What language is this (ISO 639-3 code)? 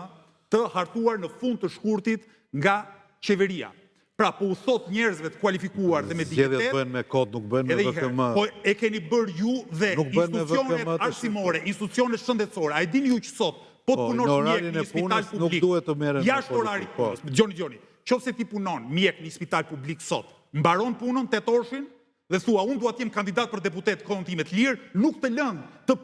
sqi